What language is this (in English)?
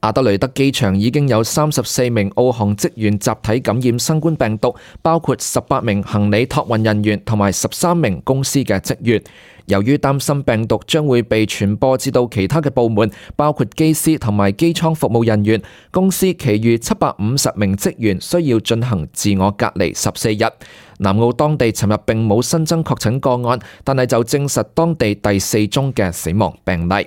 Cantonese